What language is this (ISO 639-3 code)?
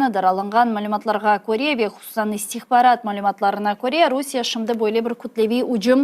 crh